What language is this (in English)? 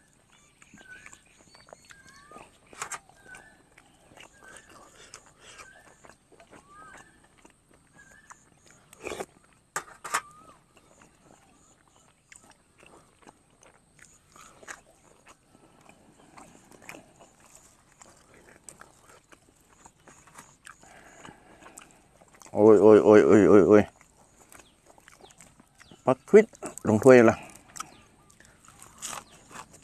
Thai